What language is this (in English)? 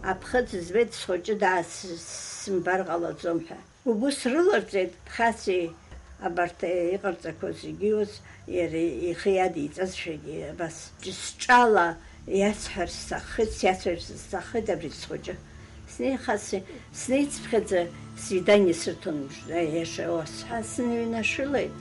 Abkhazian